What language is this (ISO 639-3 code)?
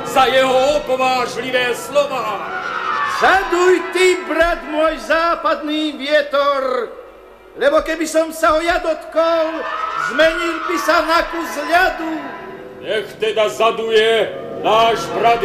slk